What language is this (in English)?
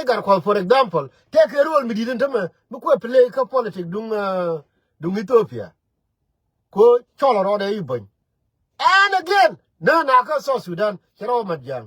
Nuer